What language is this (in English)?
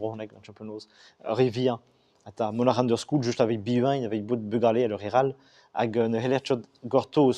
Breton